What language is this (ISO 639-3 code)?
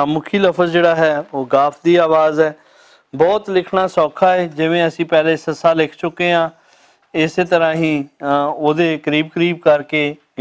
lah